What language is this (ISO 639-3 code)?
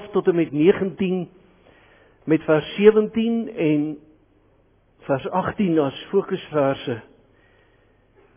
afr